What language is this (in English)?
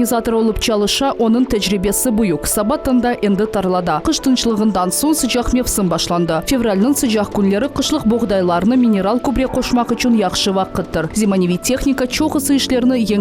Crimean Tatar